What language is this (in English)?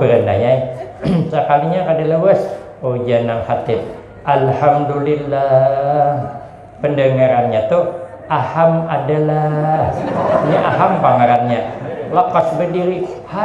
Banjar